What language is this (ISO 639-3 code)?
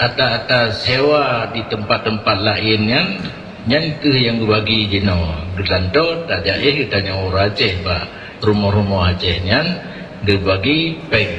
ace